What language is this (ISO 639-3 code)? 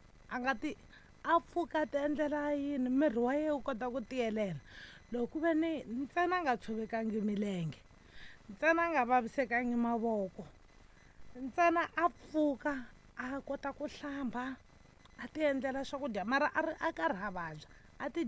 tso